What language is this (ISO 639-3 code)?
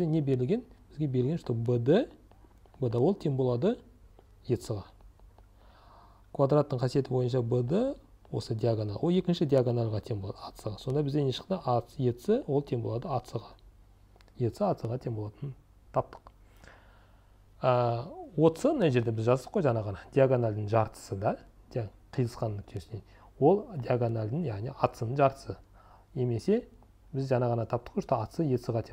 kaz